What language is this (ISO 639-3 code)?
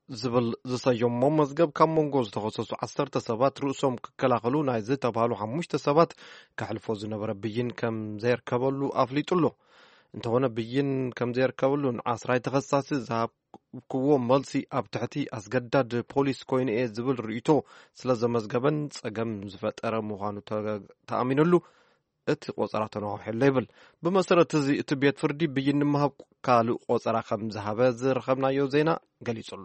tir